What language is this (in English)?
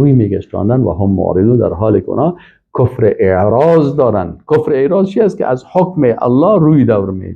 Persian